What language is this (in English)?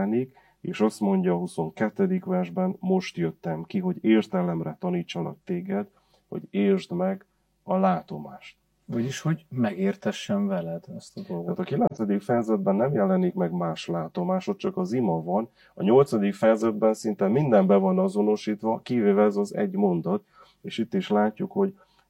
Hungarian